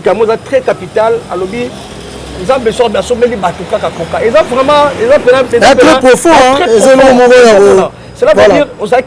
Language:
Lingala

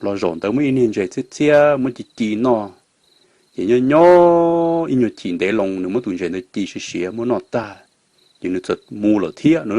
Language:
Hmong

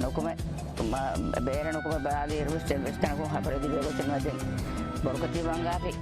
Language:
Divehi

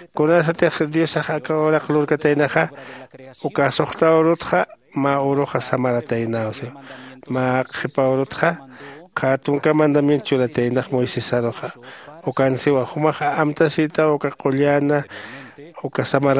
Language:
Aymara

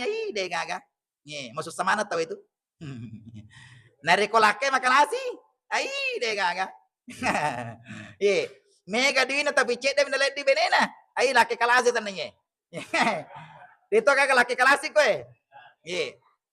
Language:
Buginese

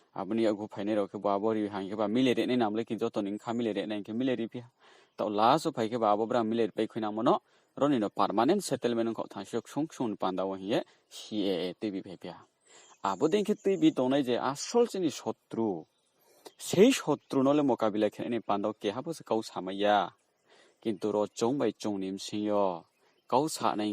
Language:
Riang (India)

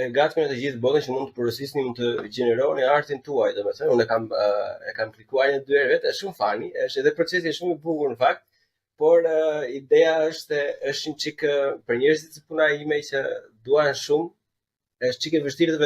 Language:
Albanian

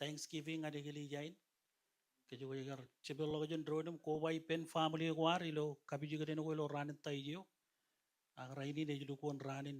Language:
Marshallese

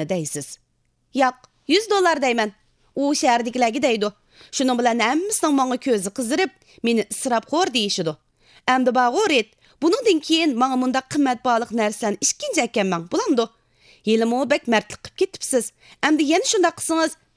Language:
Uyghur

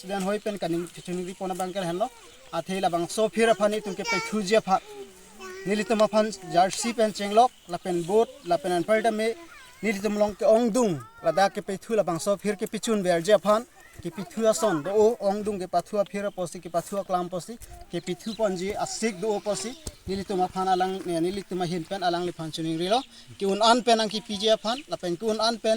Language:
Karbi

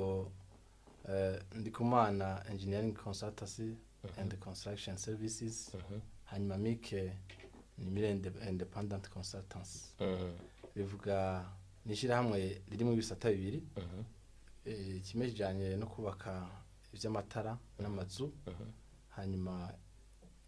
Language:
Rundi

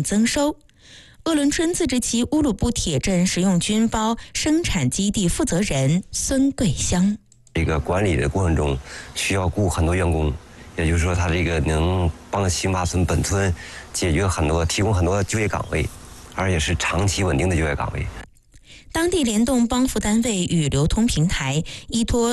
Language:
Chinese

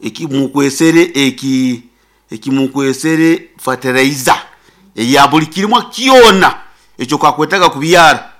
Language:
Nyoro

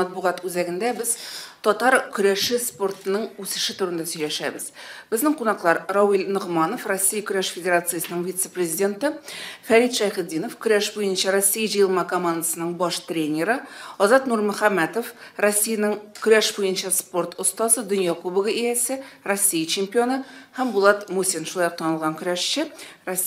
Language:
Tatar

